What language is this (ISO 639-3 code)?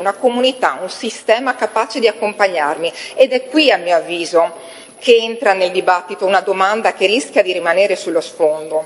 ita